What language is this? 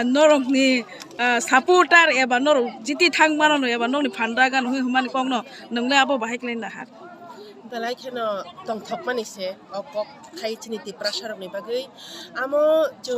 Kok Borok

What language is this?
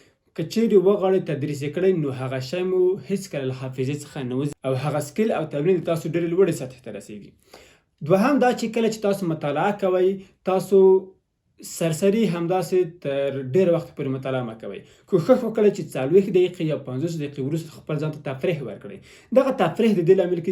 Pashto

